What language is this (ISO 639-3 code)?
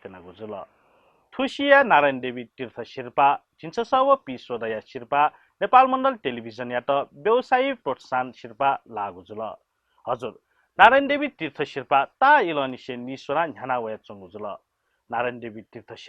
new